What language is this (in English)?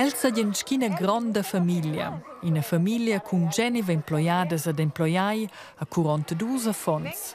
Romansh